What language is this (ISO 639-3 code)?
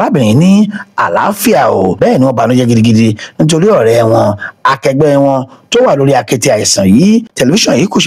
yor